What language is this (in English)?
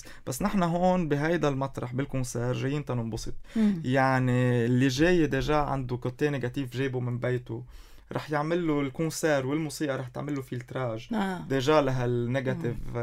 North Levantine Arabic